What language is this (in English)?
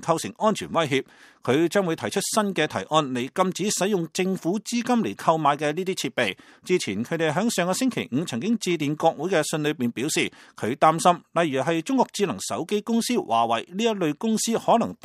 Cantonese